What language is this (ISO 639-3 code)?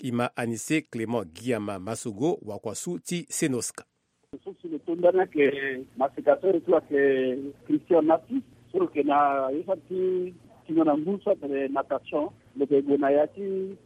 sag